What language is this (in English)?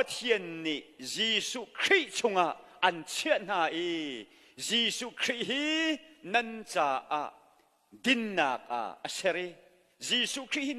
Hakha Chin